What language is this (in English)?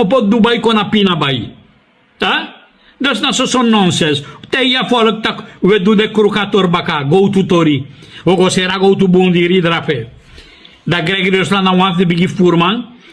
Sranan Tongo